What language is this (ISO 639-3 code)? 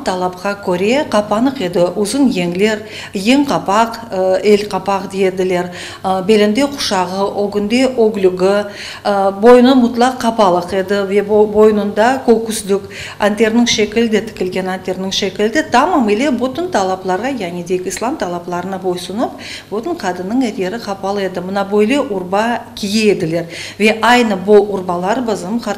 crh